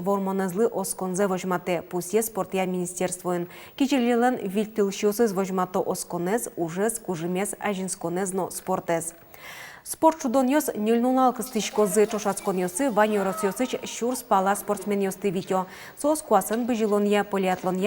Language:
Udmurt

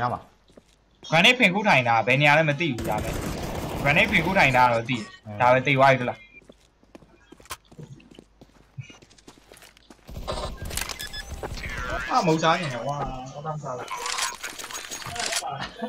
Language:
Burmese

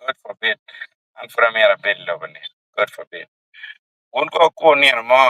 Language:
Acoli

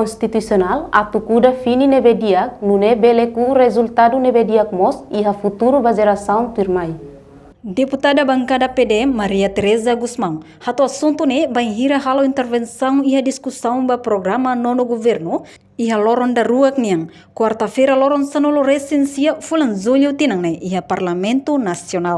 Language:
Tetum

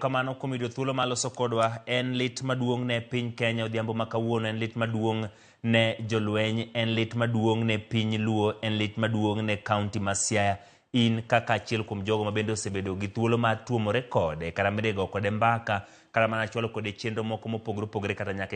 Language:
Luo (Kenya and Tanzania)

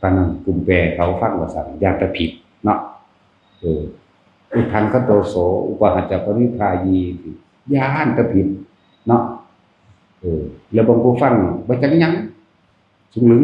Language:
Northeastern Thai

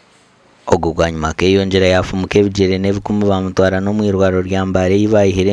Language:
Nyankole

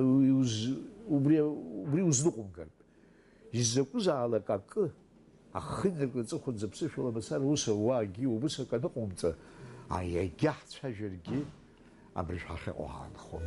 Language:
Abkhazian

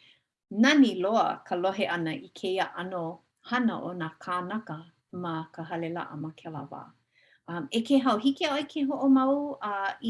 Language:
Hawaiian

